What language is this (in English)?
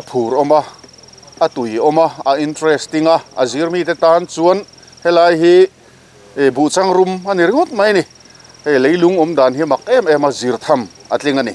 Mizo